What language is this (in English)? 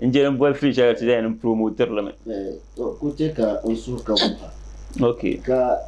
Dagbani